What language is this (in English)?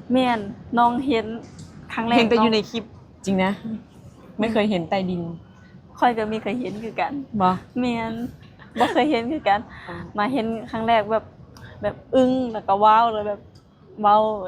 Lao